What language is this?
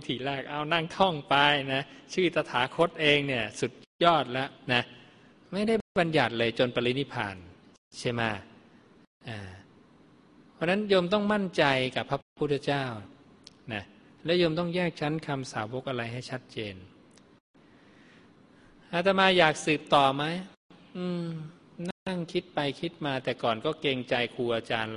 Thai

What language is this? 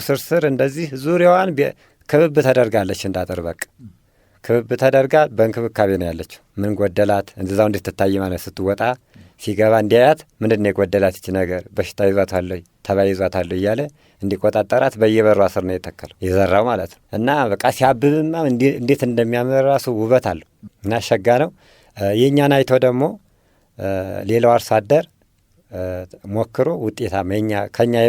Amharic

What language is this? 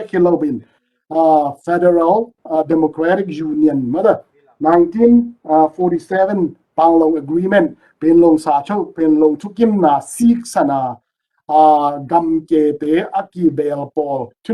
Tedim Chin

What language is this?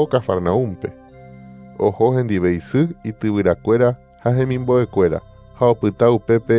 Guarani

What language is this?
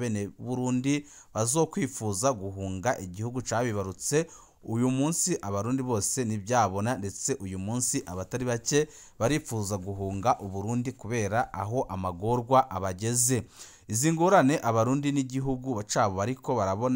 Rundi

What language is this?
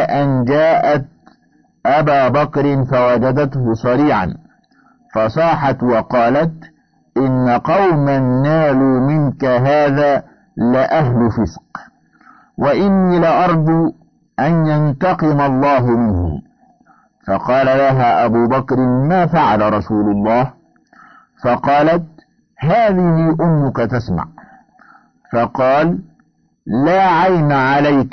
Arabic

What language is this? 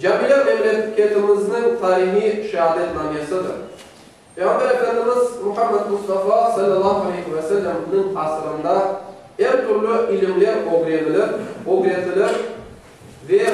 Crimean Tatar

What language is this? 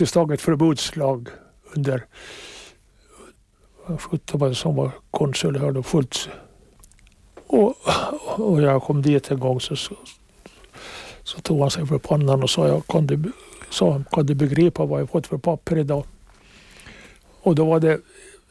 Swedish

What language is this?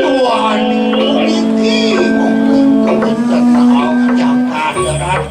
Balinese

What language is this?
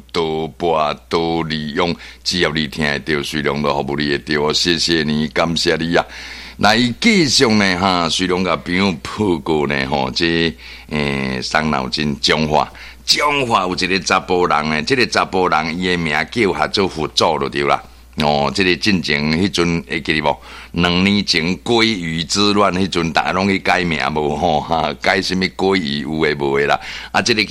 Min Nan Chinese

